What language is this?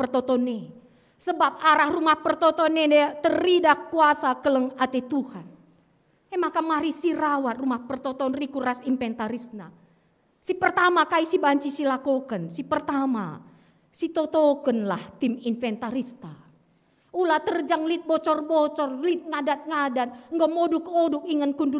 Batak Karo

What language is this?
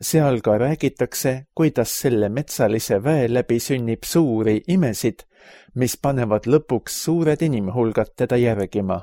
Estonian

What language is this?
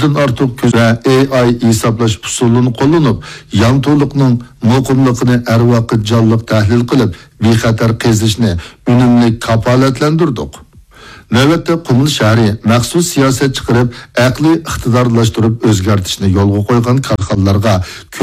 Uyghur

